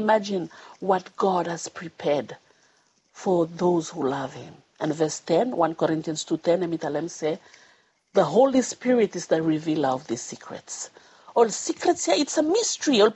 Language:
Bislama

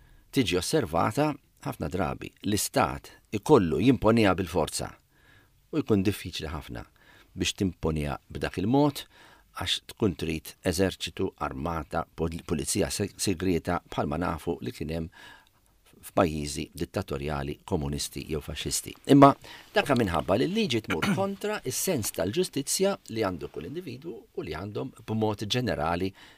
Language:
Maltese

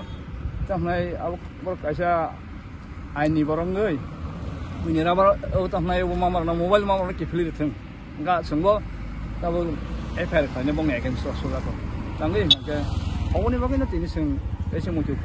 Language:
Kok Borok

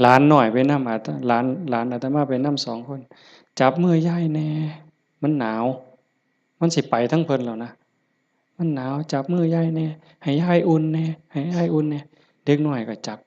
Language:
Northeastern Thai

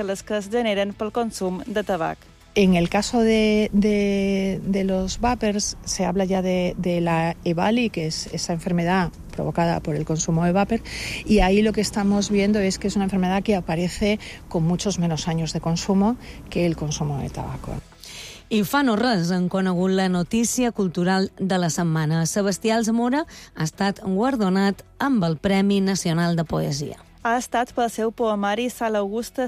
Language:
Catalan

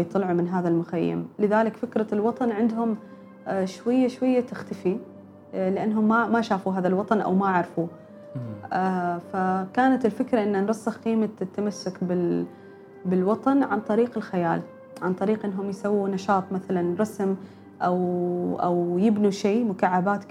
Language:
Gulf Arabic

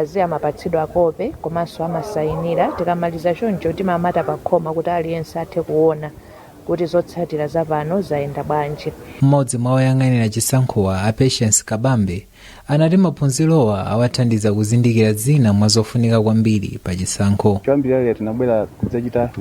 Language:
Nyanja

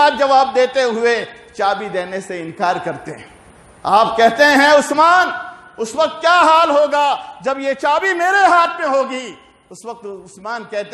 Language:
Urdu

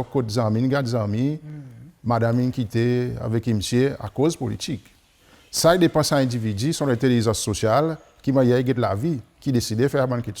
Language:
Seselwa Creole French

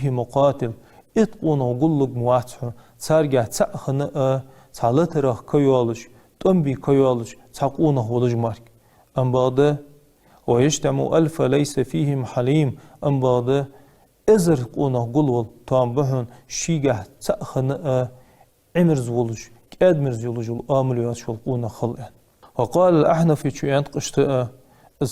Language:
Ingush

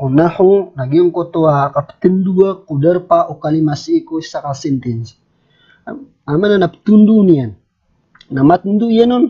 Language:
Maranao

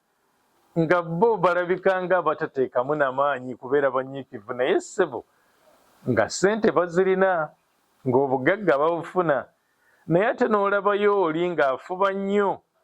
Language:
Ganda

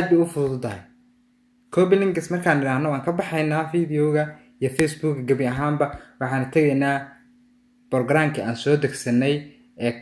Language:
Somali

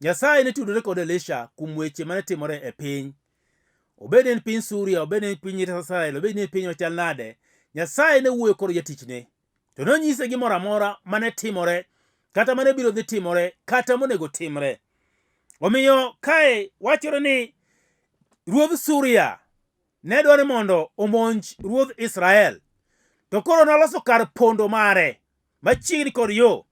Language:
Luo (Kenya and Tanzania)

